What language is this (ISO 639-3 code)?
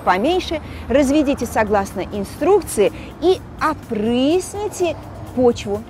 rus